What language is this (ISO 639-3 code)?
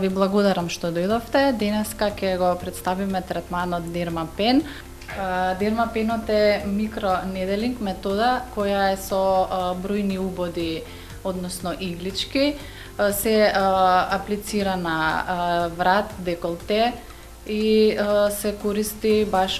mkd